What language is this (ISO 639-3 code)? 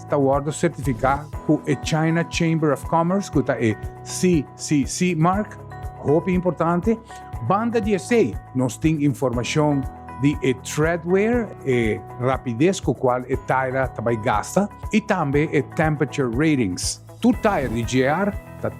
pap